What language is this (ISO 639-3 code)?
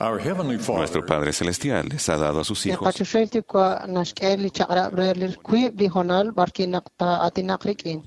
kek